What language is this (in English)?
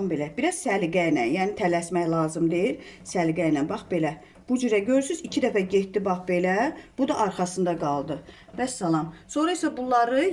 Azerbaijani